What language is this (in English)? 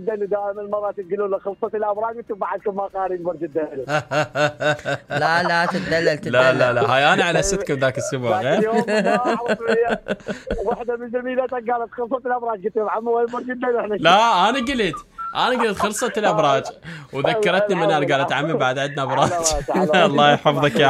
Mesopotamian Arabic